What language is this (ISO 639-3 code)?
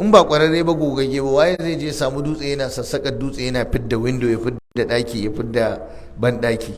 hau